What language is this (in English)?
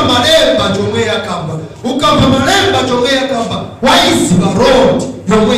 Nyanja